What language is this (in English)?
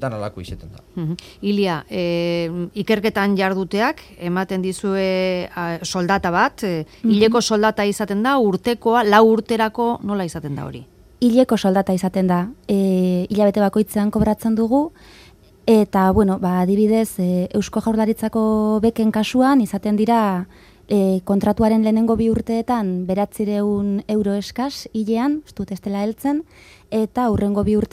Basque